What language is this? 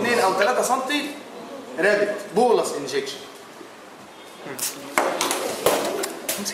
Egyptian Arabic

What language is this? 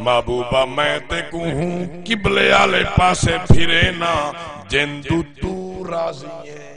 Saraiki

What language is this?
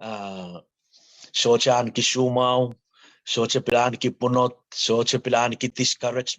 Pohnpeian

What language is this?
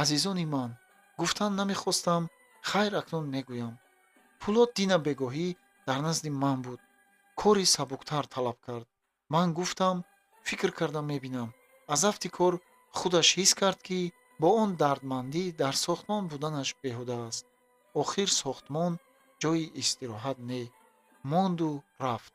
Tajik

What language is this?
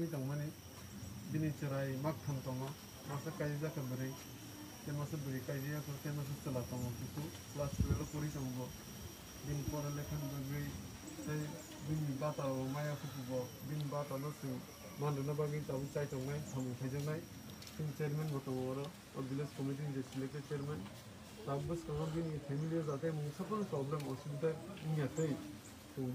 Kok Borok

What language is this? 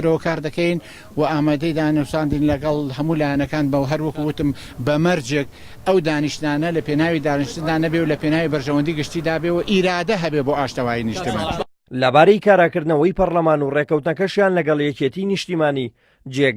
Central Kurdish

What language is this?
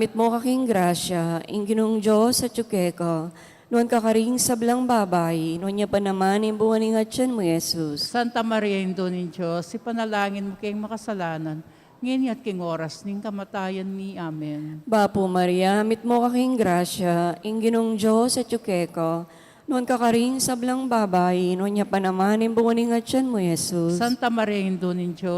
Pampanga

